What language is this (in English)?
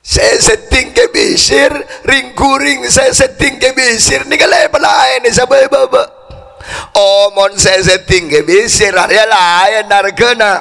Madurese